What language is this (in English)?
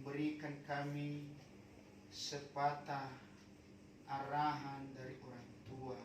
Nias